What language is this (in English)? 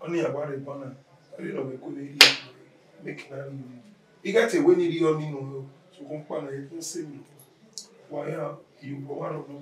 Bini